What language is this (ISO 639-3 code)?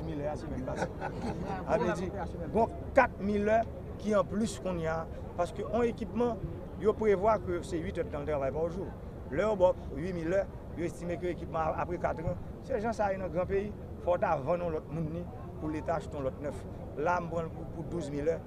hat